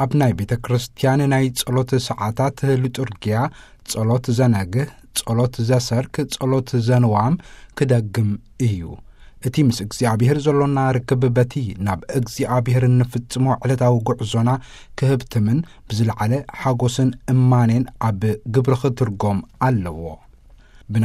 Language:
Tigrinya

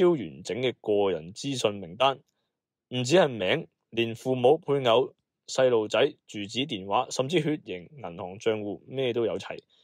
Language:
Cantonese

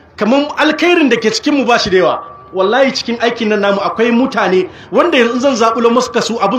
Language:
Hausa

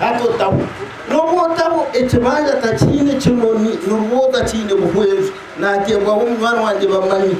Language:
Nyankole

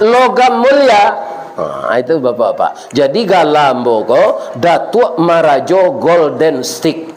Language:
Minangkabau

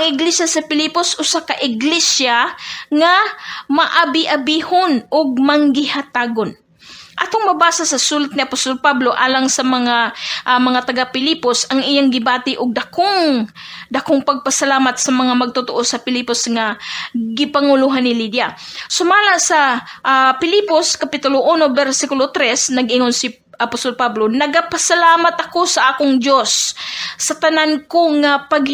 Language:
Cebuano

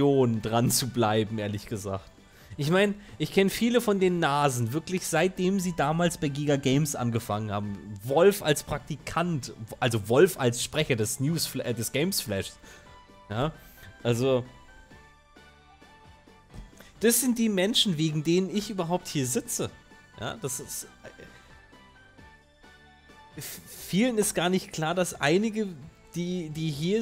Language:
German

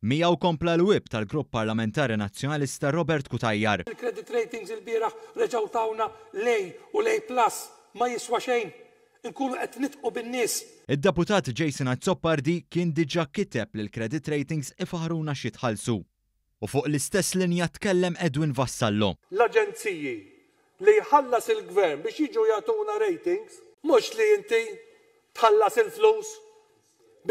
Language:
Maltese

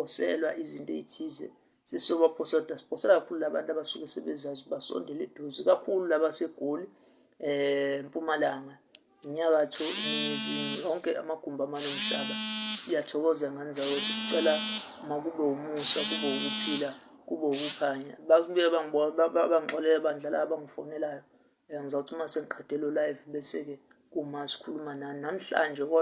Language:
Zulu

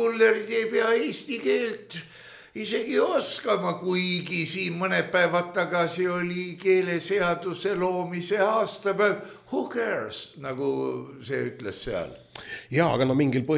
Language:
Estonian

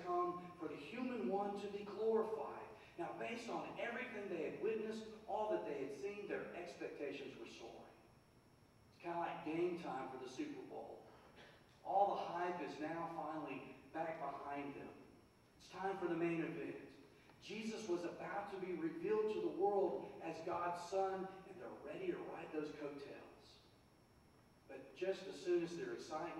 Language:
English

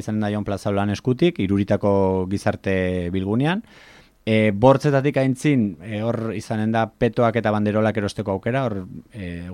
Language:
Basque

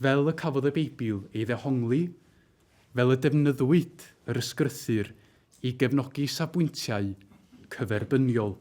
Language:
Welsh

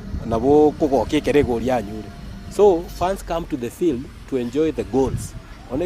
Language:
Gusii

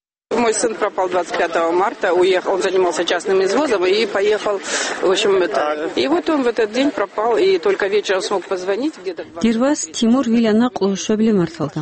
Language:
Avaric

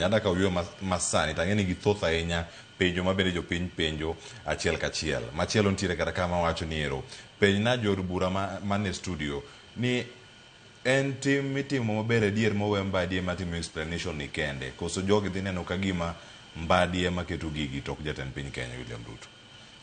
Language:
Luo (Kenya and Tanzania)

